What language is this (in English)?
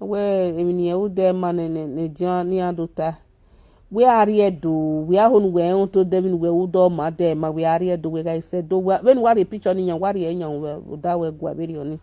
Nigerian Pidgin